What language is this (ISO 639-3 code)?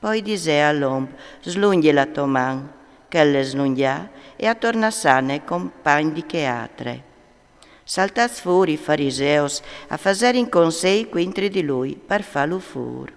fur